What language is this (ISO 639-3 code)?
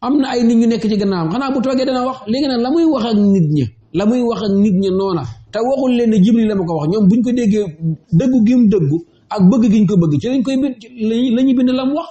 wol